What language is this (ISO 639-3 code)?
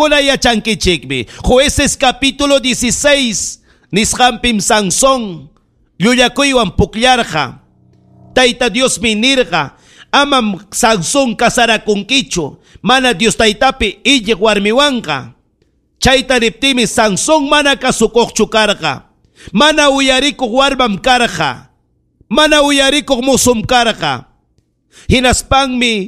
quy